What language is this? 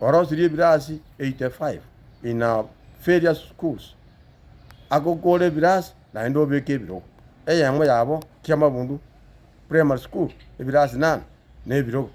Gusii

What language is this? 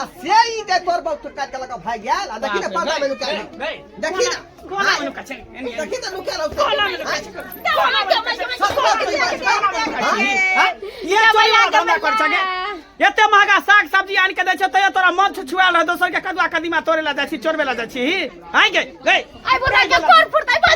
Maithili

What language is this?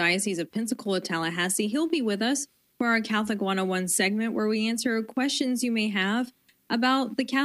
English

